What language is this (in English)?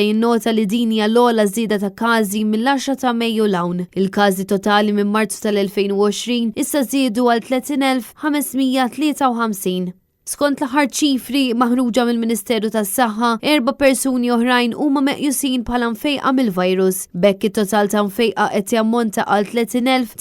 Maltese